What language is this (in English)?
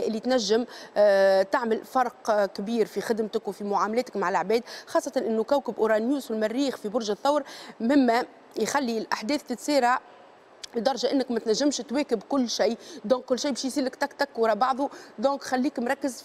Tunisian Arabic